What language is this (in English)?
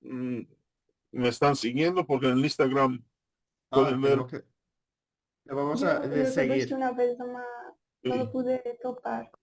Ladino